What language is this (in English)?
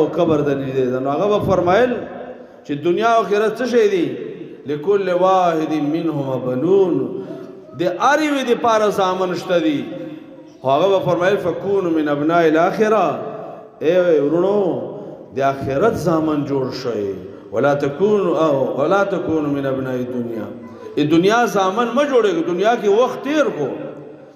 Pashto